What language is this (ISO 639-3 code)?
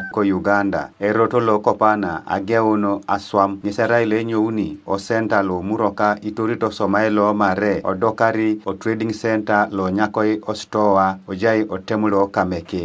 teo